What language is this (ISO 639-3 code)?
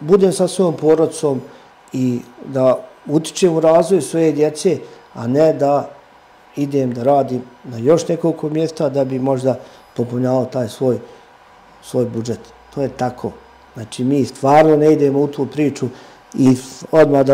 srp